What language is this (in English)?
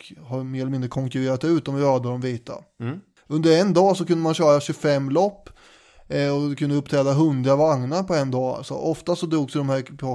Swedish